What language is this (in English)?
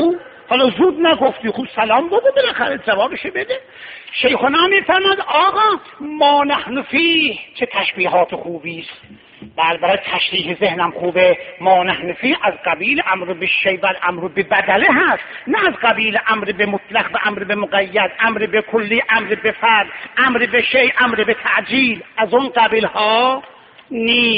Persian